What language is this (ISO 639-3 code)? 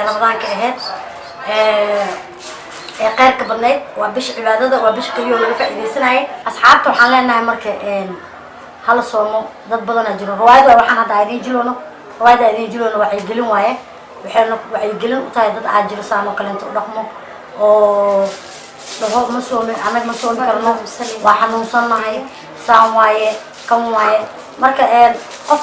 som